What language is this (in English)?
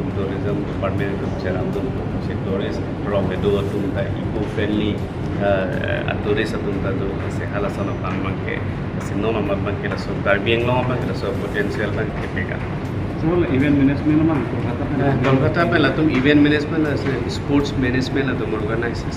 Karbi